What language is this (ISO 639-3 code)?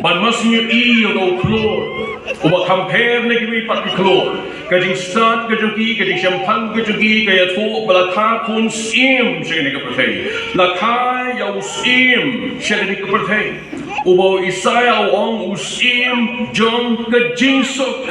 kha